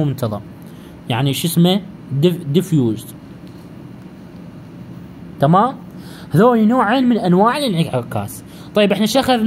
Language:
Mesopotamian Arabic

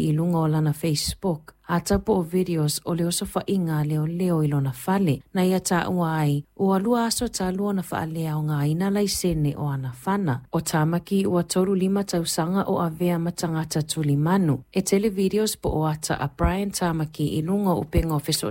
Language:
Samoan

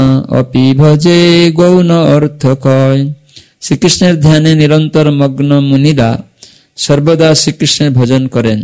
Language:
Bangla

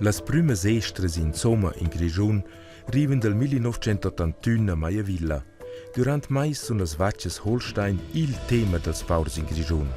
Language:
Romansh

